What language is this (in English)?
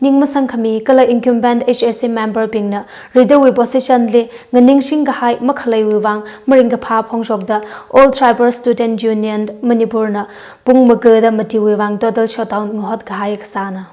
Tangkhul Naga (India)